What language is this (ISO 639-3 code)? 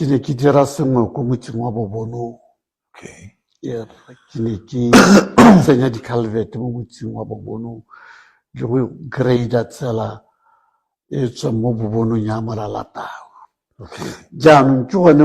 tsn